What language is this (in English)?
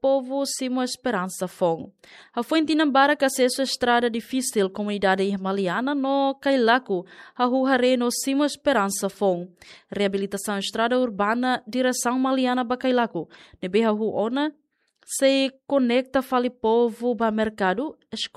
Tetum